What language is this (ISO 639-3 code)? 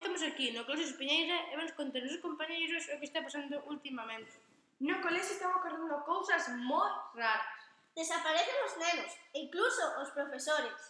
glg